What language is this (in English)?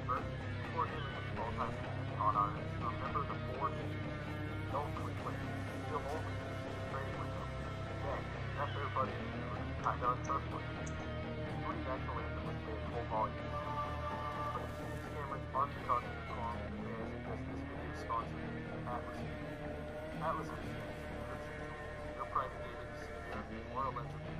English